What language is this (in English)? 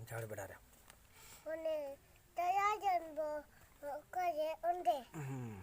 Santali